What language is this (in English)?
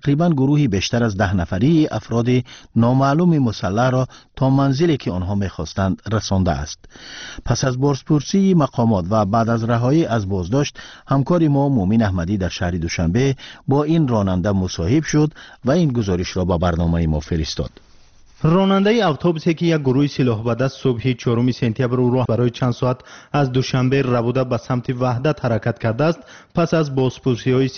Tajik